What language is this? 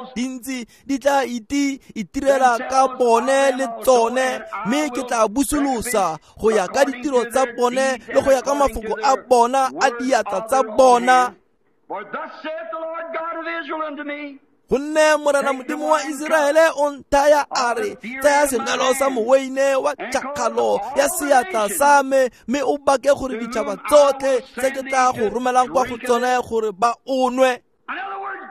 Tswana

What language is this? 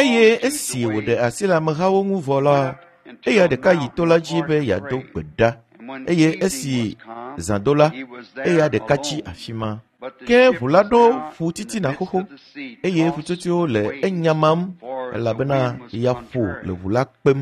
Ewe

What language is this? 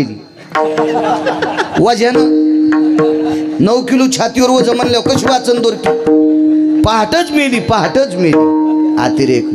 Marathi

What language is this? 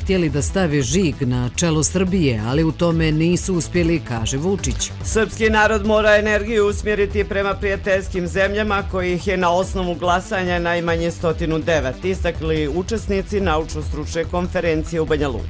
Croatian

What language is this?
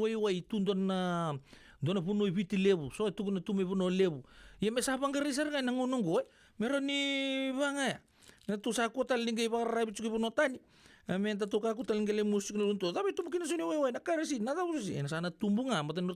Fijian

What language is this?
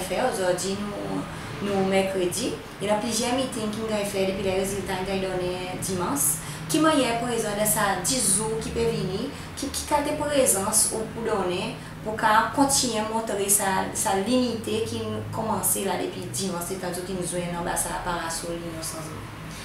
Seselwa Creole French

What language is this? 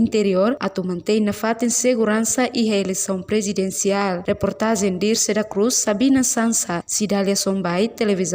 Tetum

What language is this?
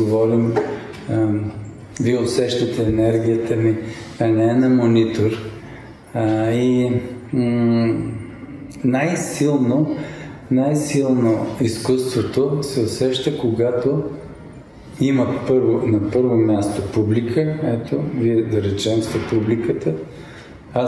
Bulgarian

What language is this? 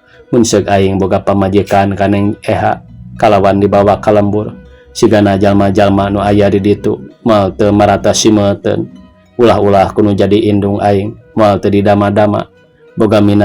Sundanese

